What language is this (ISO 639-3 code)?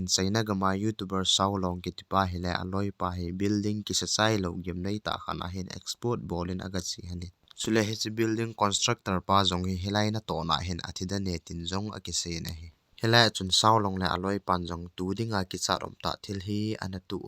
tcz